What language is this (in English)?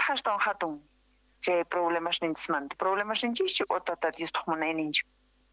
South Bolivian Quechua